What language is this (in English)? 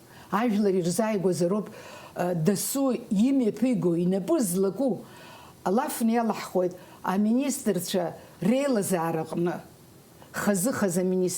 Abkhazian